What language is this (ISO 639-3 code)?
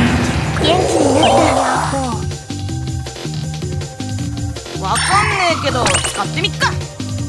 jpn